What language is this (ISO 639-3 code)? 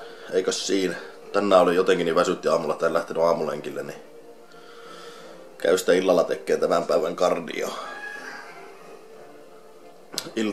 fin